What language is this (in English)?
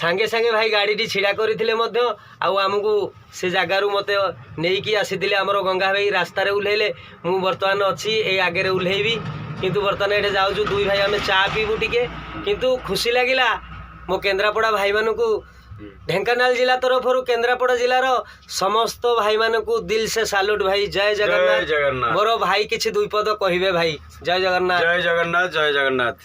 Odia